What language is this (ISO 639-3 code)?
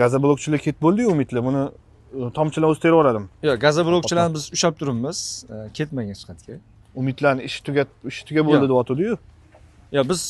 uzb